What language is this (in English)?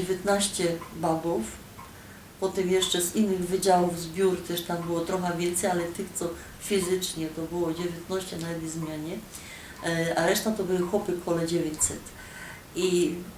Silesian